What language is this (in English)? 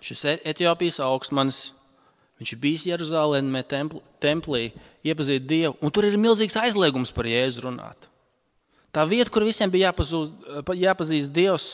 Latvian